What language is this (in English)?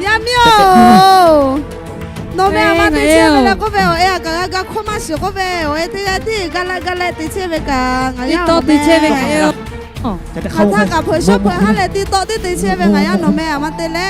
Lahu